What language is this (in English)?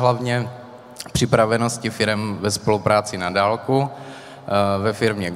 Czech